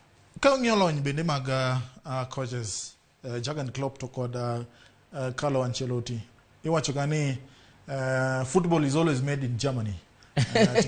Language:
Luo (Kenya and Tanzania)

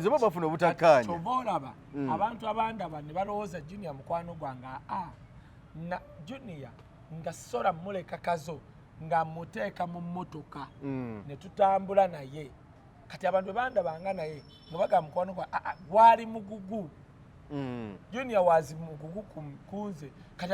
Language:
Ganda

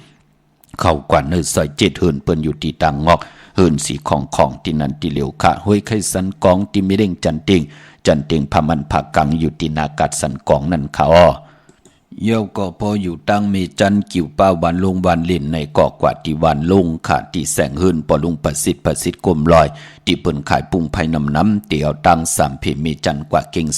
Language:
Shan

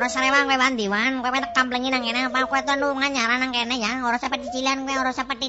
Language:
Javanese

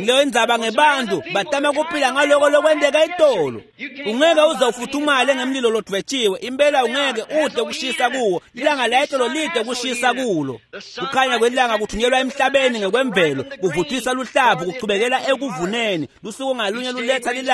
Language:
Swati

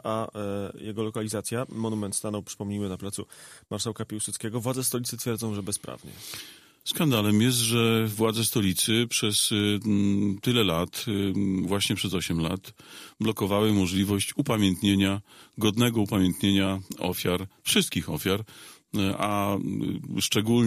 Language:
Polish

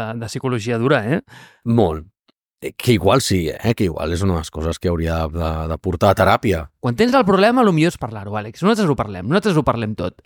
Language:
Catalan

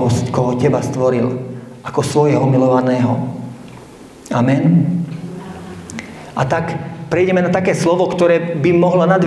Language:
Slovak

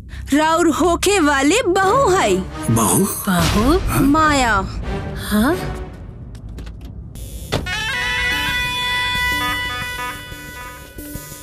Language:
Bhojpuri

